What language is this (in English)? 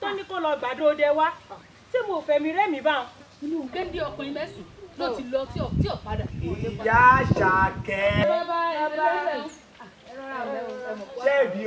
Yoruba